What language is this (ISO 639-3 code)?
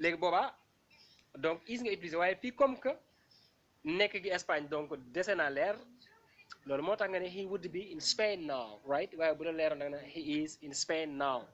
wol